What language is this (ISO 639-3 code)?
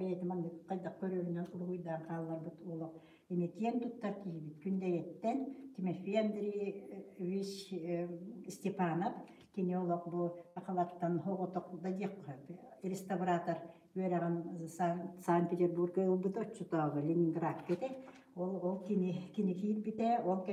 sah